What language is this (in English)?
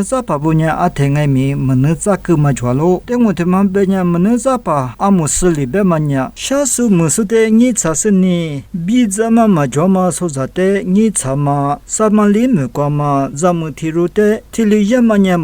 Lisu